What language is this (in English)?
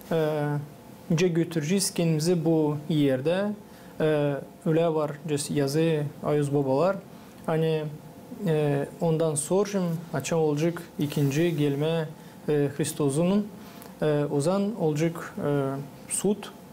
Gagauz